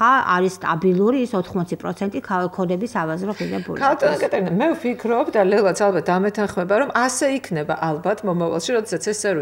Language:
Georgian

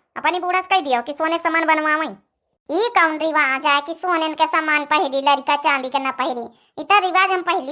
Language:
Awadhi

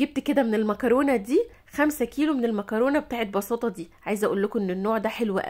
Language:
Egyptian Arabic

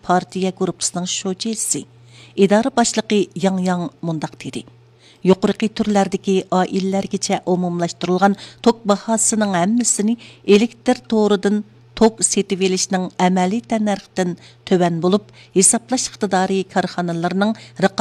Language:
Uyghur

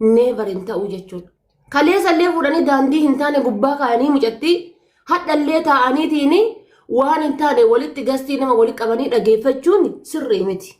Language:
Oromo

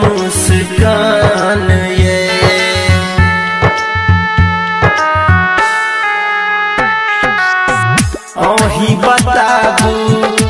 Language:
Maithili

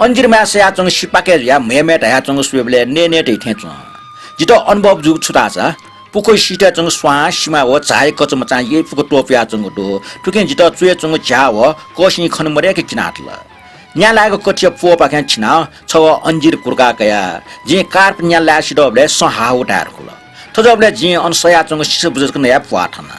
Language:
Newari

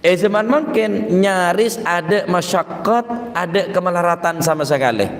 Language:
Madurese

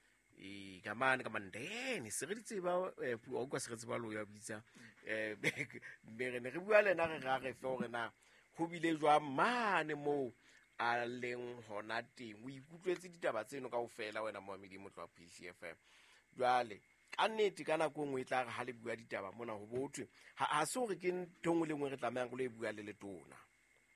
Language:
Southern Sotho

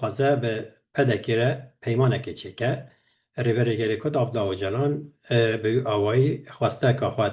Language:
Kurdish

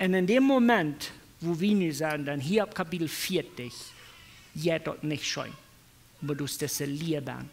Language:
Plautdietsch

